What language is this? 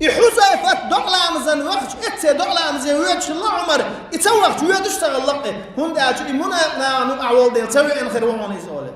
Chechen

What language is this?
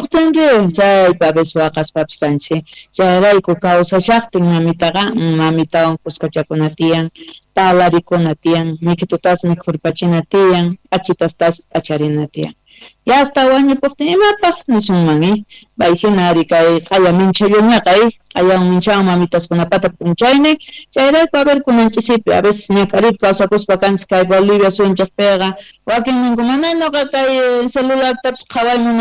Quechua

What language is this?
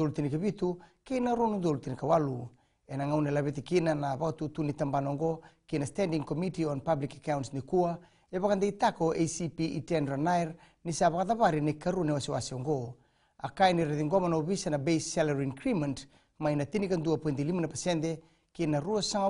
Fijian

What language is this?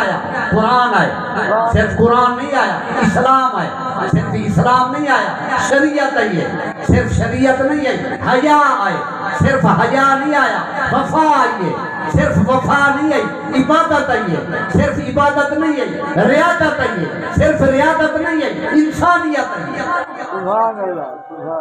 Saraiki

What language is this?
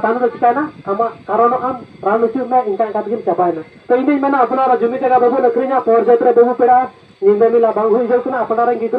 Santali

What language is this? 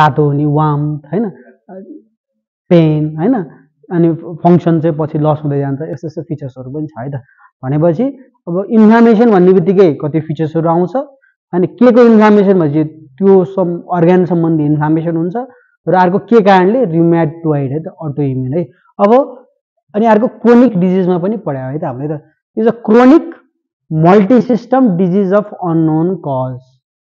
Nepali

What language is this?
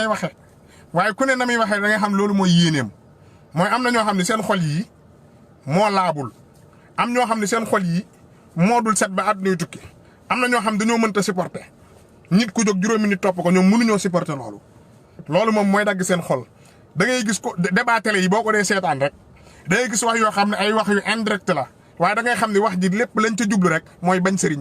Wolof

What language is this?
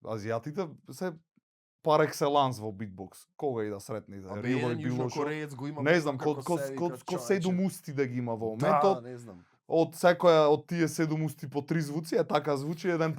Macedonian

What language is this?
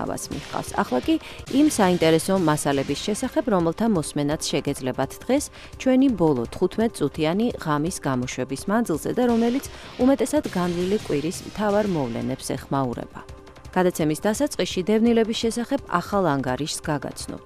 Georgian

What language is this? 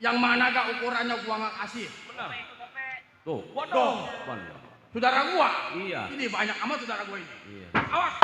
Betawi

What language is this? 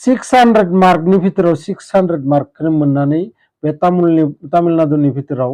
Bodo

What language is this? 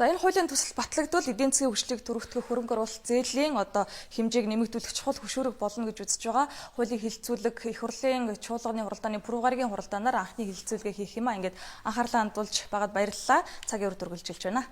Mongolian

